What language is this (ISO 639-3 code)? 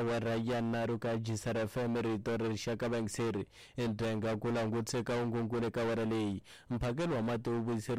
tso